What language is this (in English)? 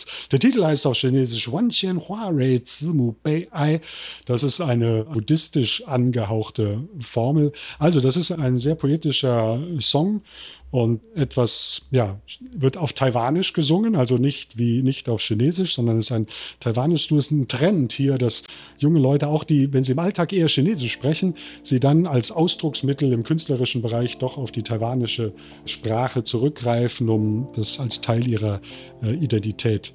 German